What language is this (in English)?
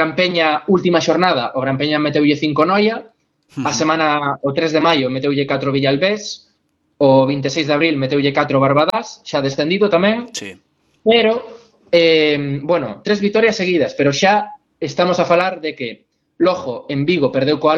Galician